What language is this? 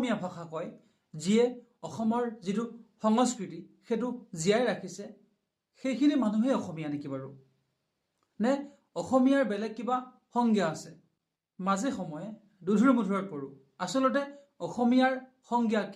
Assamese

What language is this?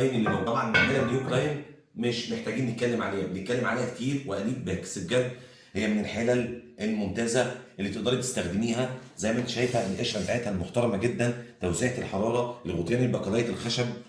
Egyptian Arabic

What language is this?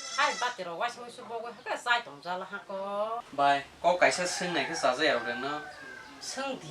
Kok Borok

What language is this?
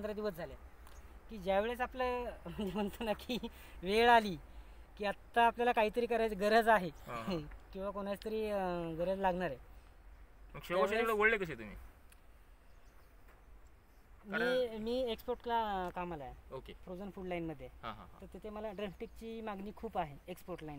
Marathi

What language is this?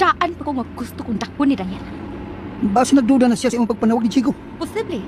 Cebuano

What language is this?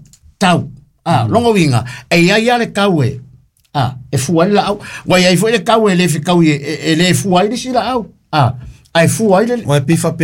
Samoan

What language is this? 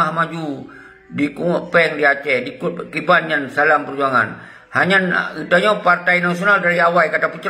Achinese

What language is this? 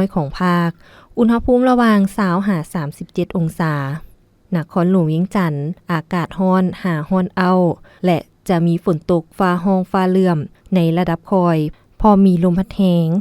Lao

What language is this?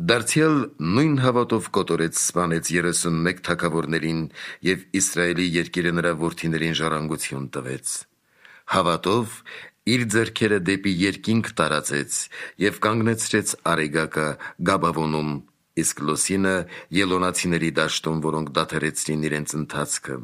Armenian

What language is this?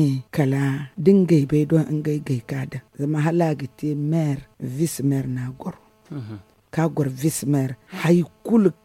Zarma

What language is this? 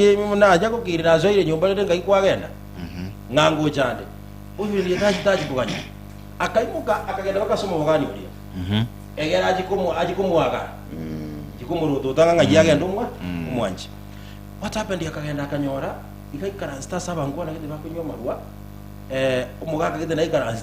Gusii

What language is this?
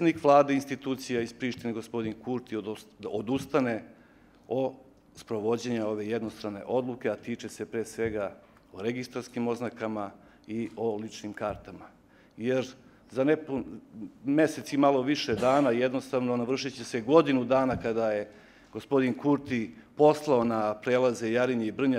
Serbian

